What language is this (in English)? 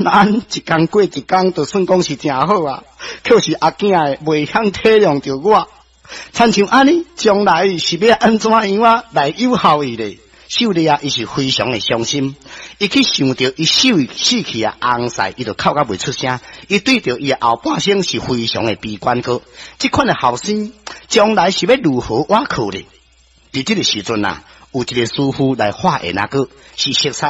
Min Nan Chinese